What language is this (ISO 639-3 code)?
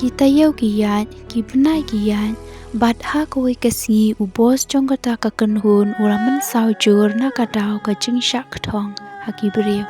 kha